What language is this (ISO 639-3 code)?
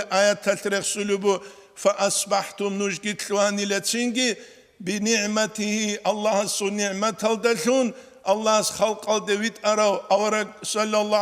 ava